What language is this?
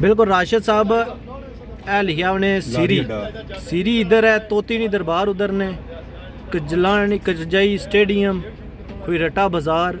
Pahari-Potwari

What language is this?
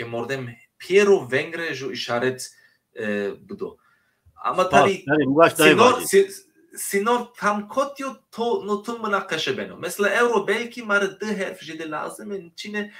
Zaza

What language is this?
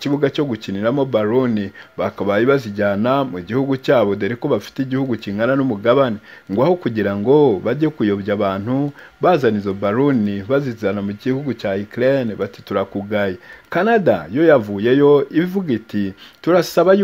Kinyarwanda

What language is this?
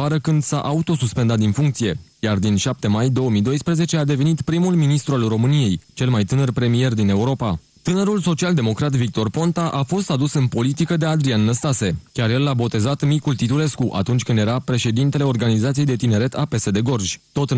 Romanian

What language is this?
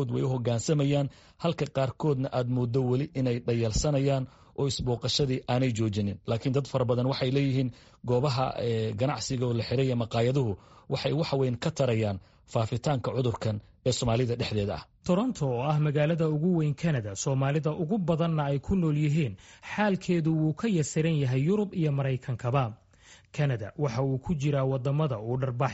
Somali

